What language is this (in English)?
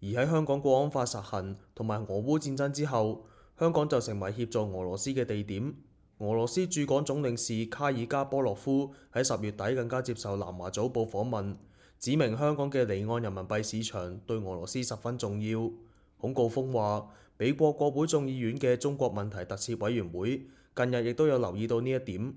Cantonese